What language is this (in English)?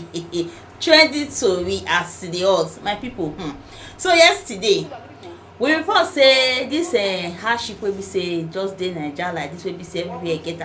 Nigerian Pidgin